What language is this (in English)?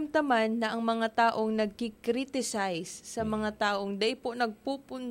Bikol